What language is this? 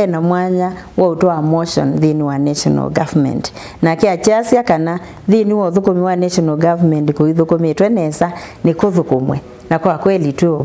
Kamba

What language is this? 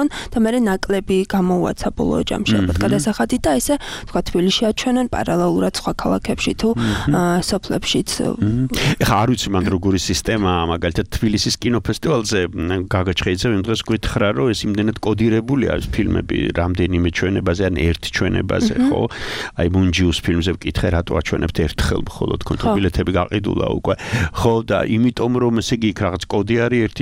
Georgian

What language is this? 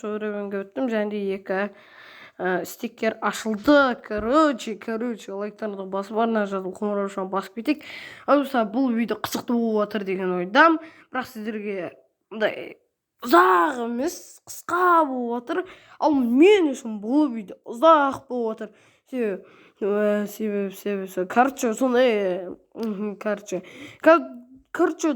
Kazakh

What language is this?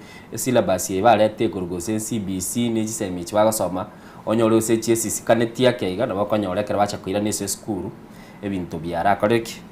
Gusii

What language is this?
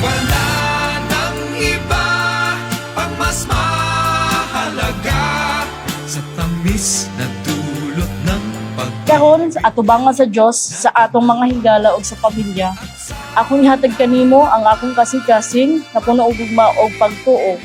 Cebuano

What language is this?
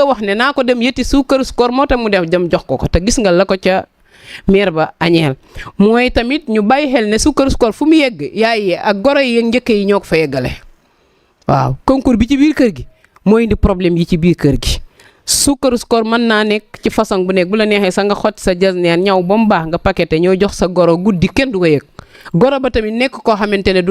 Wolof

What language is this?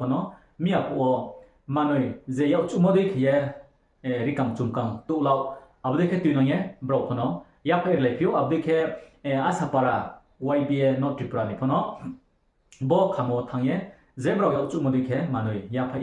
Riang (India)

